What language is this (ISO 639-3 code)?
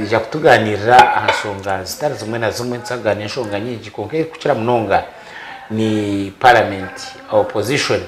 nyn